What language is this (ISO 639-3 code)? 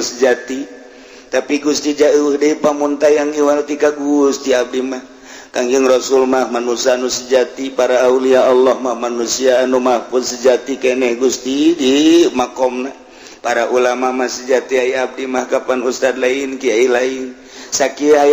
sun